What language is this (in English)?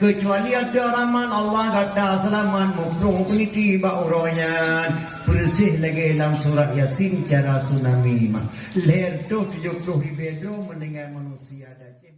Achinese